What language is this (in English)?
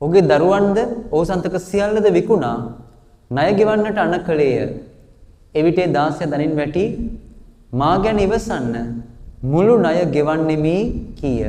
Sinhala